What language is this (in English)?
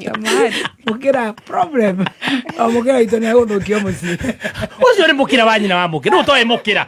Kikuyu